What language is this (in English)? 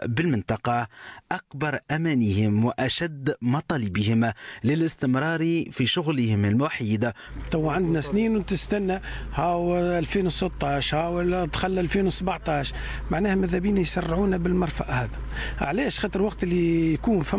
Tunisian Arabic